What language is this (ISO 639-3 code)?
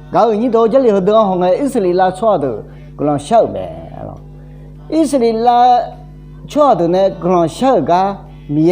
ahk